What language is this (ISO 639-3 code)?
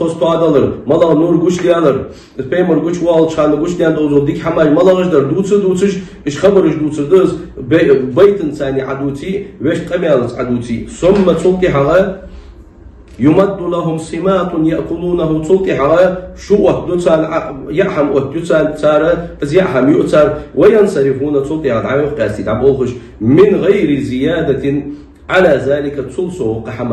inh